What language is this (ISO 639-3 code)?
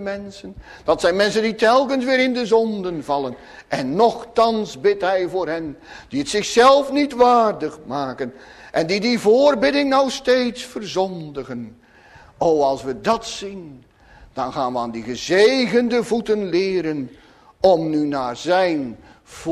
nld